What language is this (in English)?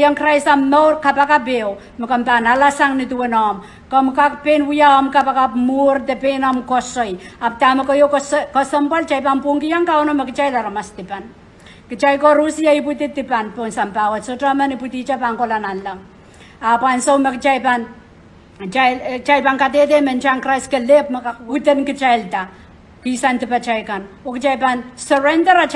Pohnpeian